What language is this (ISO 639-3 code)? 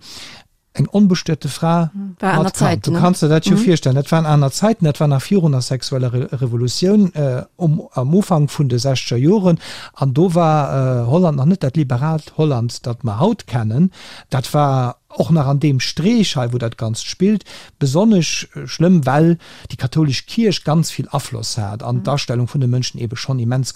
ltz